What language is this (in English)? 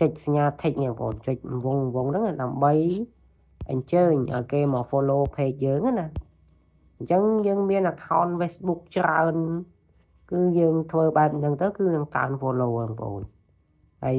Khmer